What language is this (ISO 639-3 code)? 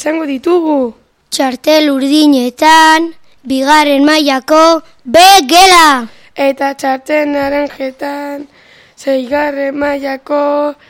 eus